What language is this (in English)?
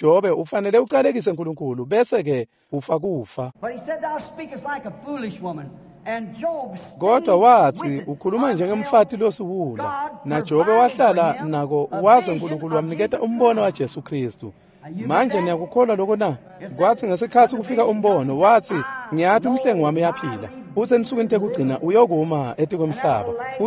Swati